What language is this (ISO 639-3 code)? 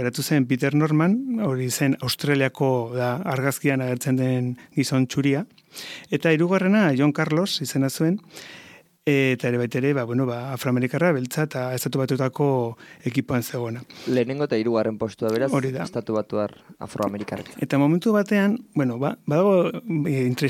eus